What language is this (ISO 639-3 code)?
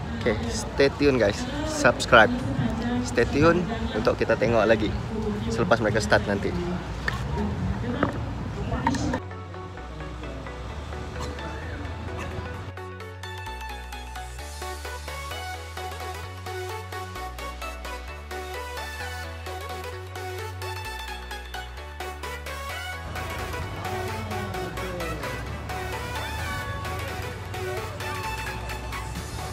msa